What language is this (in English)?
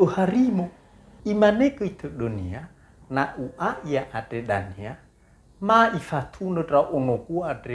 Nias